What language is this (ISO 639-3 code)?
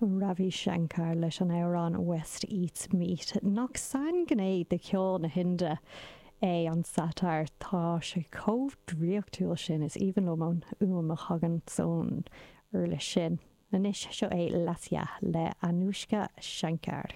gle